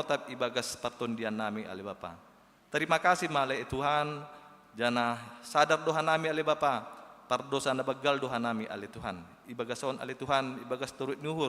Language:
Batak Simalungun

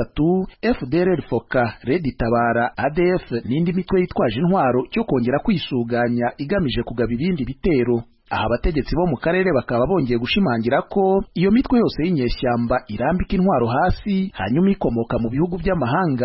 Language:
Kinyarwanda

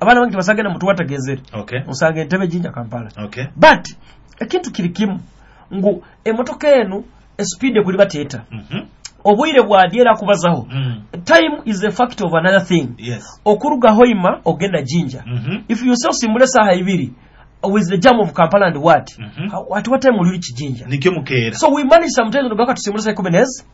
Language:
Nyoro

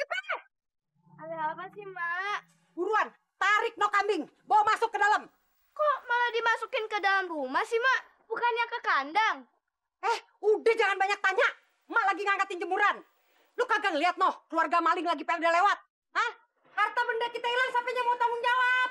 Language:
Betawi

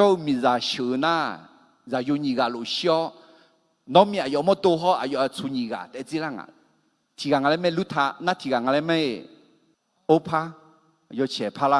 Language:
Akha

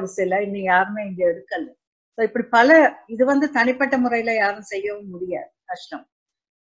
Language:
Tamil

